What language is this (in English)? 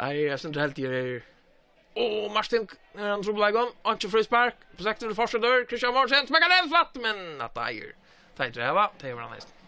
Faroese